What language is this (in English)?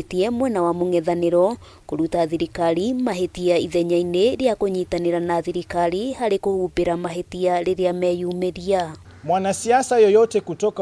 Kikuyu